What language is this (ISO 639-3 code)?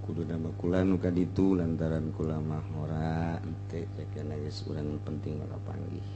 sun